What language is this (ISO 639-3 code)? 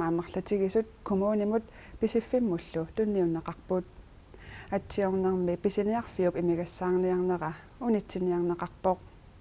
kal